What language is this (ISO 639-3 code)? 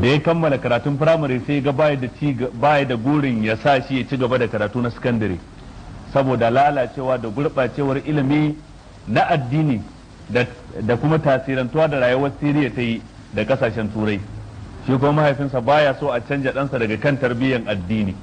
hau